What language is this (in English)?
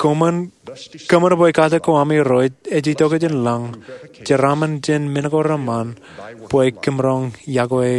Marshallese